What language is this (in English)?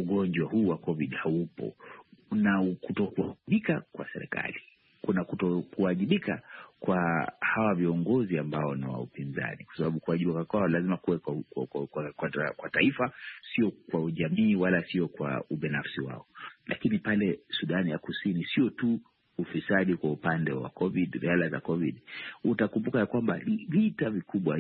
Swahili